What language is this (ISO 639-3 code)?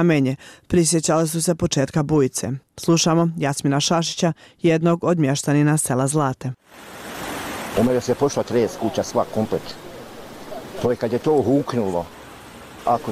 bos